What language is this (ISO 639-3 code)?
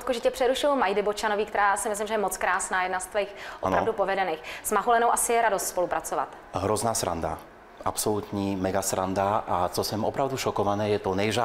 ces